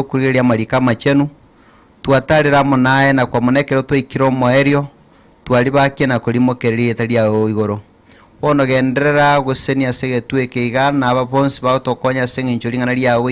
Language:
Gusii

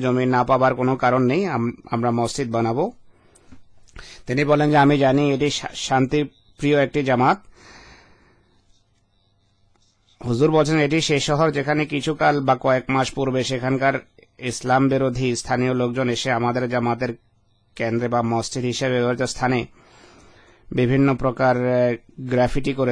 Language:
Bangla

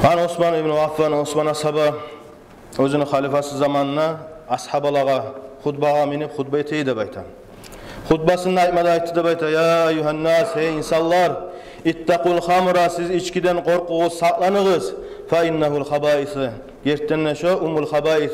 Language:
Kumyk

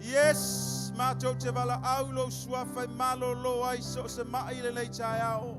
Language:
Samoan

